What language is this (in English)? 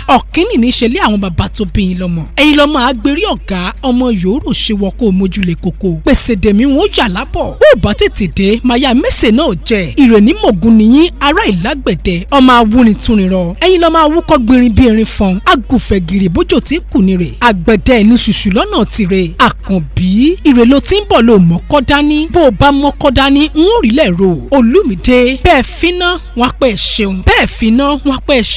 Yoruba